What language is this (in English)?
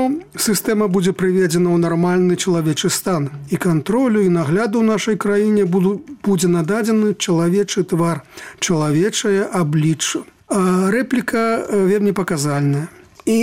Belarusian